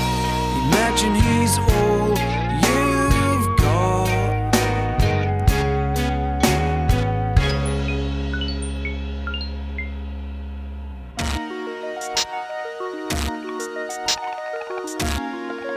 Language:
Estonian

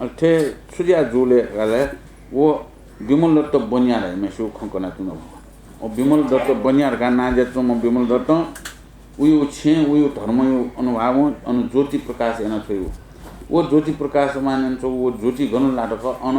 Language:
Newari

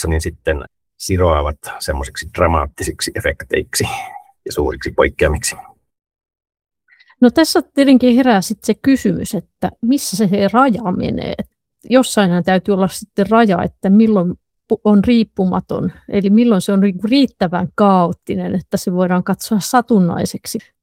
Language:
Finnish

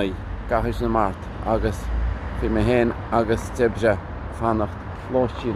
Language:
Irish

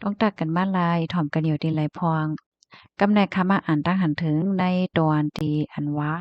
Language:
Shan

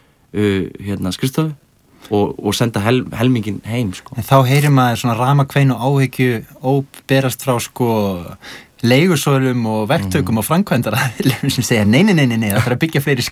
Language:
Icelandic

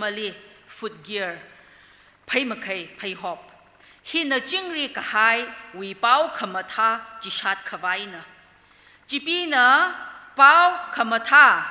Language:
Tangkhul Naga (India)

